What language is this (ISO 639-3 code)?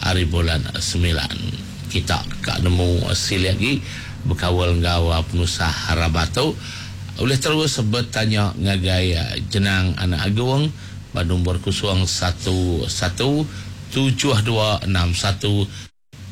iba